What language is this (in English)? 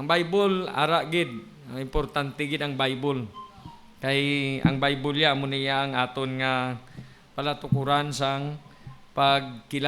Hiligaynon